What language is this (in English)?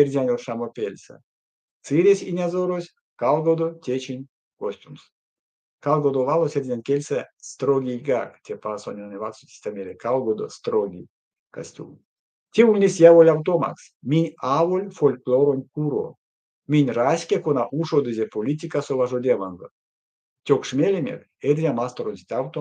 Erzya